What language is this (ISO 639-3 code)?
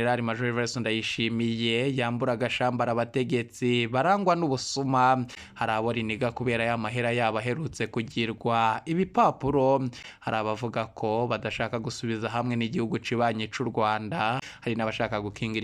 run